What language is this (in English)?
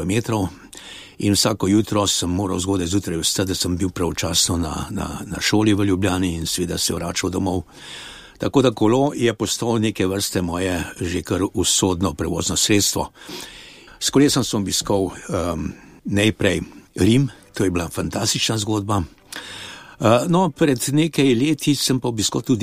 Slovenian